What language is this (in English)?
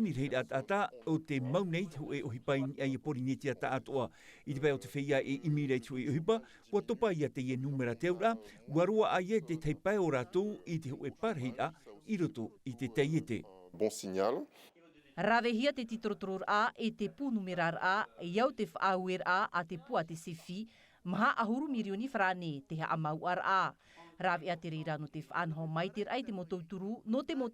Tahitian